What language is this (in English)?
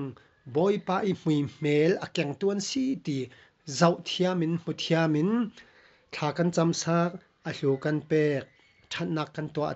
Falam Chin